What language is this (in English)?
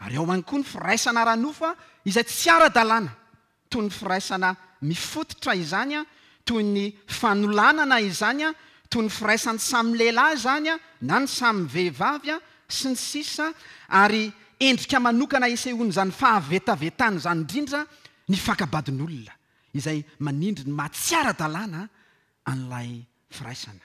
Malagasy